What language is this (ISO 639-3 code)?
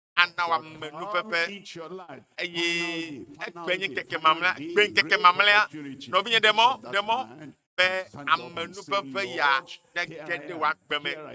ewe